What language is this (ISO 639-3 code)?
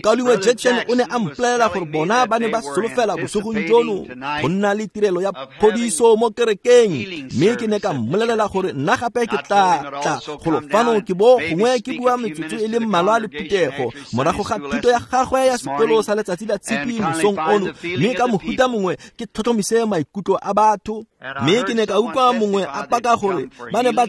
tsn